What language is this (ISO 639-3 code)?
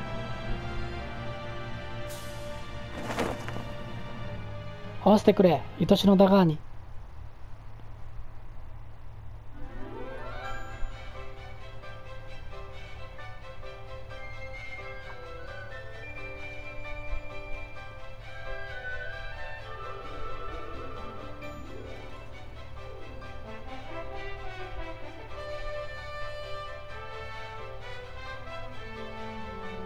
jpn